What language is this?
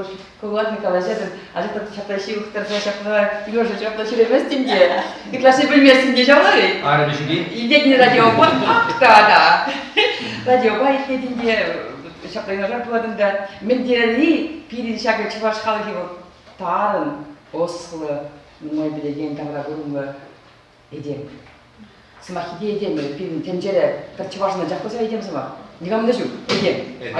Chuvash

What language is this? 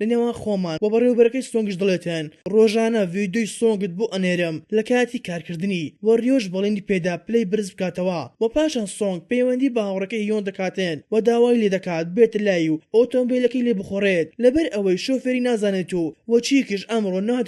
Central Kurdish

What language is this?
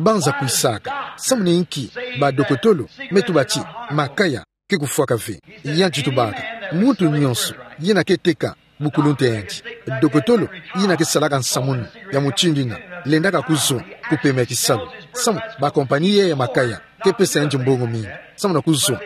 Kituba (Democratic Republic of Congo)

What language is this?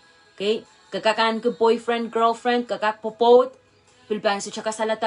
Pohnpeian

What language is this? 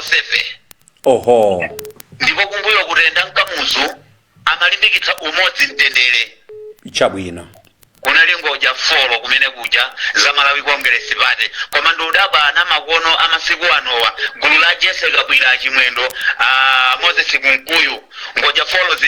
Nyanja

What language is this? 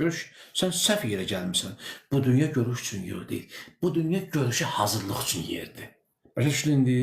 Azerbaijani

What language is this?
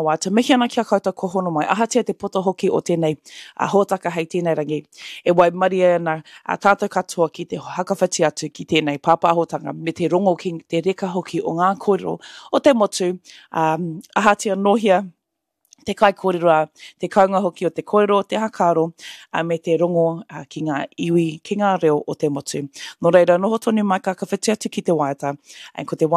Māori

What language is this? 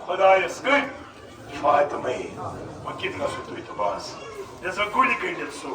Kashmiri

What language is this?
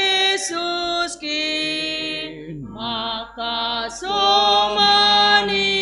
Batak Simalungun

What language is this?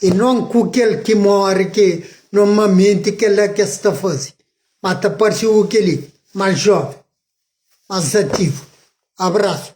Kabuverdianu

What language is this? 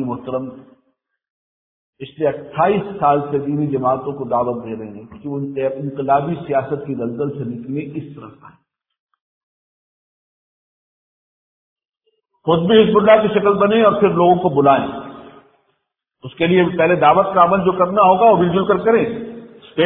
Urdu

